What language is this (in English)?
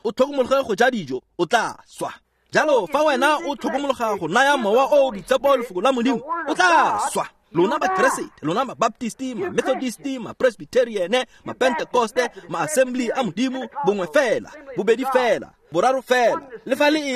Tswana